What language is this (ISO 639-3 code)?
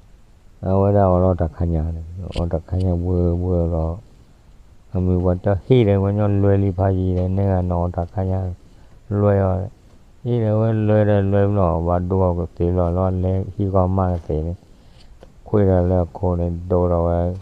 ksw